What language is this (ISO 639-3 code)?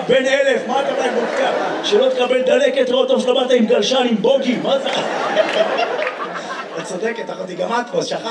heb